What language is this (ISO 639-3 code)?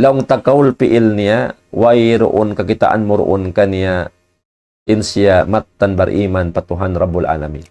tsg